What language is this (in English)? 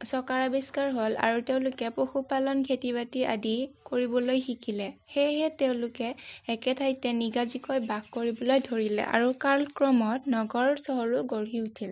Assamese